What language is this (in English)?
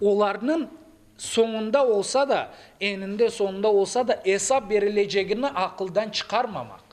Crimean Tatar